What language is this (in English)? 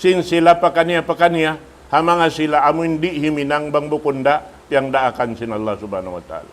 Tausug